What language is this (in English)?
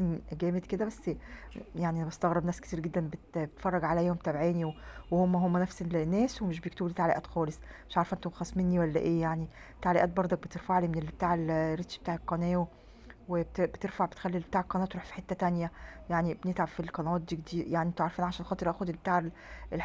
Egyptian Arabic